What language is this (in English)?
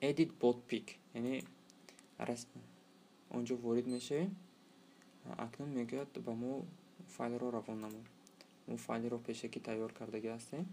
Tajik